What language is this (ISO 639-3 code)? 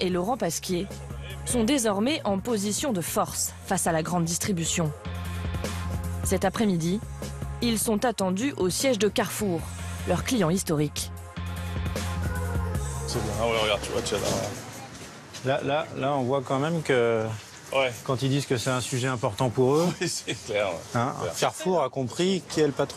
fra